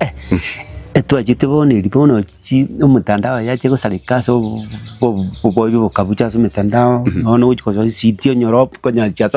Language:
Gusii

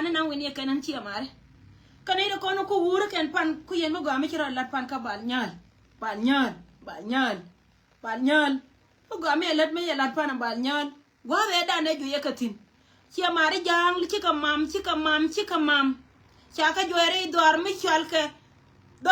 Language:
Nuer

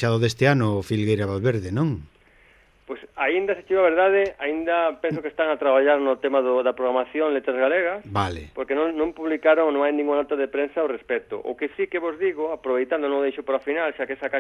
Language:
Galician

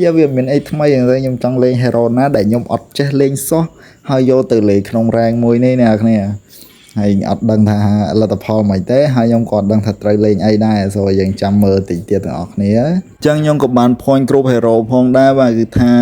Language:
Khmer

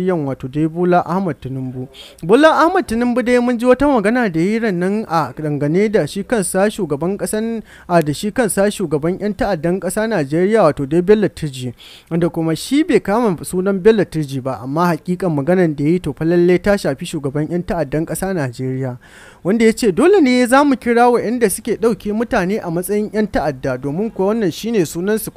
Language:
Hausa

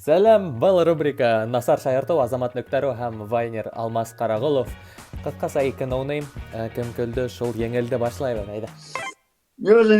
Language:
Bashkir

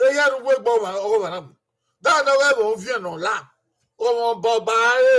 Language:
Bini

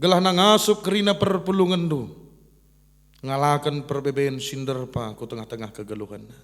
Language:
Batak Karo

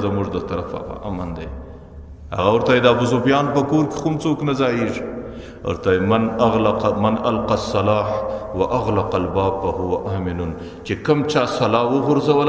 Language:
Pashto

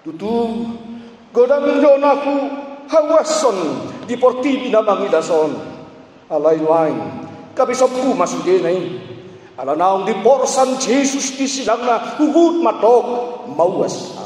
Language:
Batak Toba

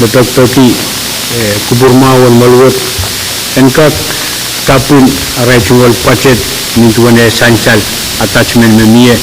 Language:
Pohnpeian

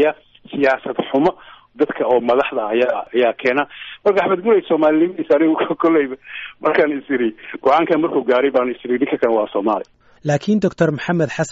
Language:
Somali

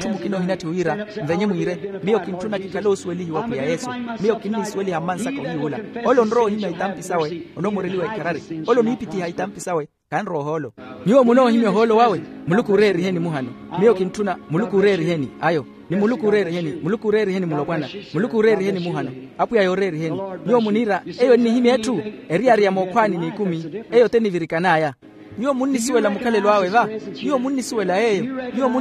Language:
Makhuwa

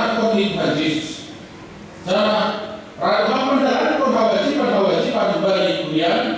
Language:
Batak Simalungun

